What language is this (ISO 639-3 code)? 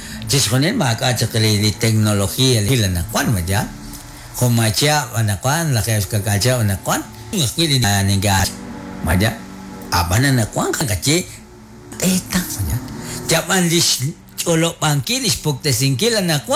kek